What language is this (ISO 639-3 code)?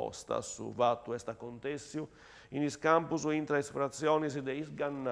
srd